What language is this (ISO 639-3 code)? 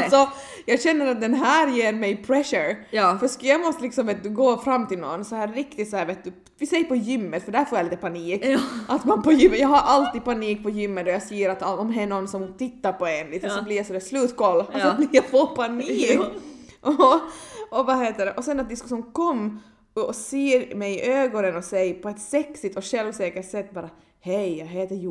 swe